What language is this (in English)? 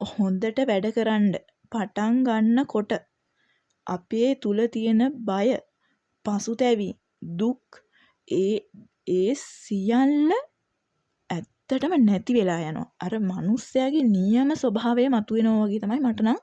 Sinhala